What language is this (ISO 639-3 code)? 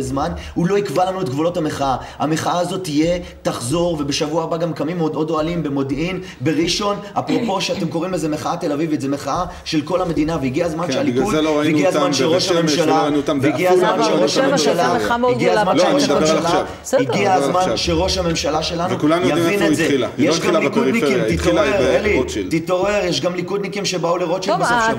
heb